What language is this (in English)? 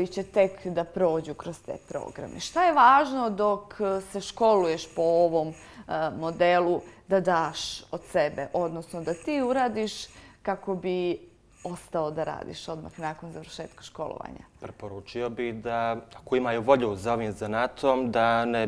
Croatian